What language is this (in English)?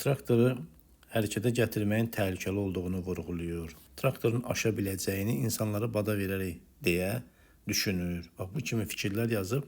Azerbaijani